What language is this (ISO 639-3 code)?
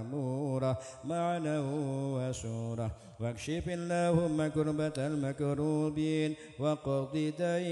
ara